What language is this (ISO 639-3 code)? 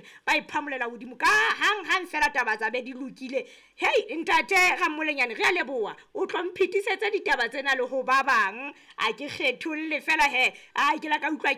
sot